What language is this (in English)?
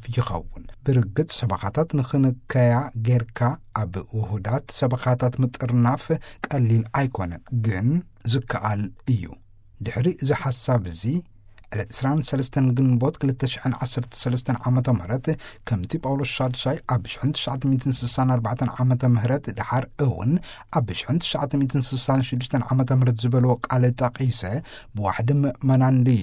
Tigrinya